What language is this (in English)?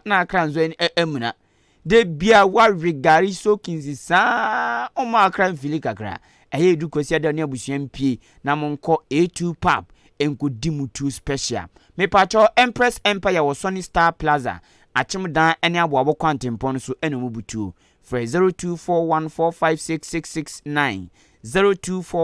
Akan